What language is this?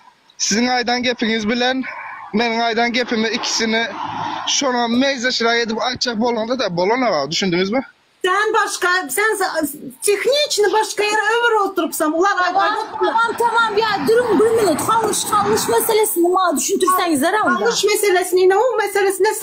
Turkmen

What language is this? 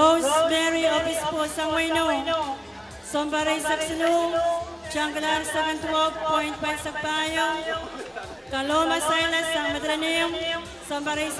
Pohnpeian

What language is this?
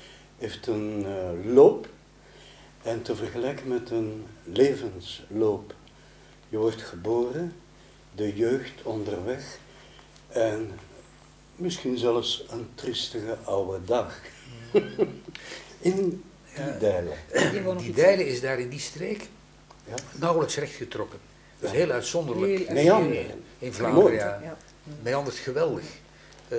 Dutch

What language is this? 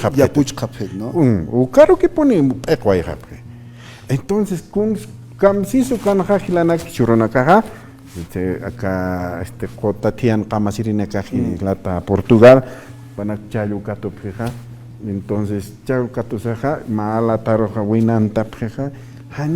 Aymara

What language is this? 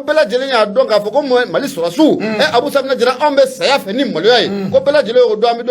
Bambara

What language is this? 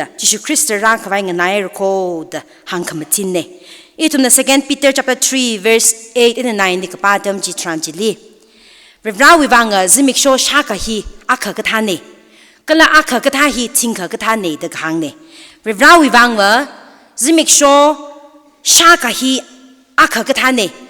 Tangkhul Naga (India)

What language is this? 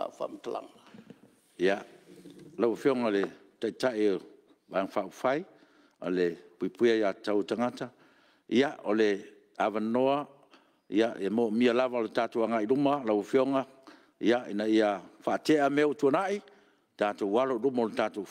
Samoan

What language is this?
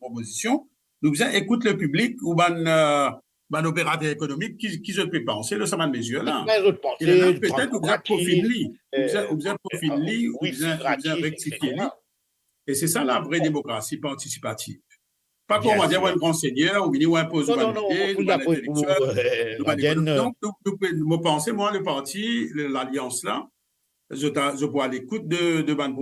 Morisyen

